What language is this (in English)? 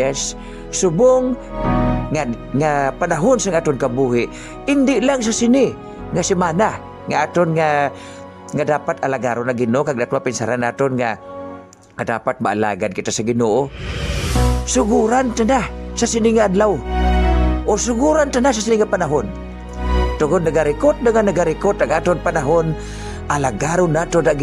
Hiligaynon